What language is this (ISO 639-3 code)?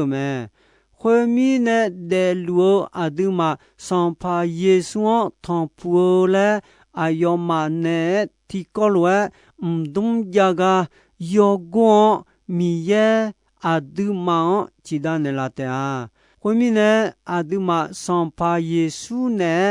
ahk